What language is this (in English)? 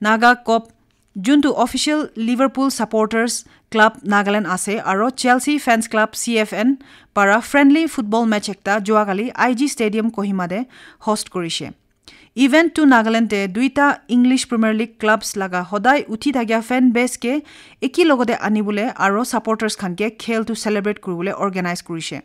Naga Pidgin